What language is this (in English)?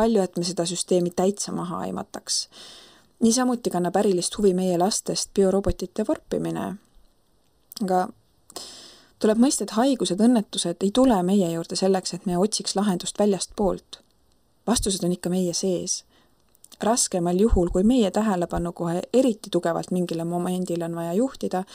Estonian